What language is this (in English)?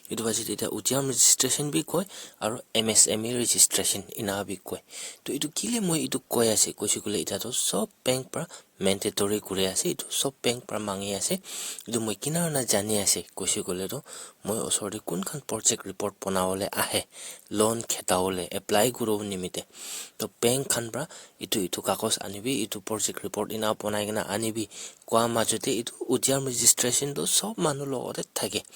Naga Pidgin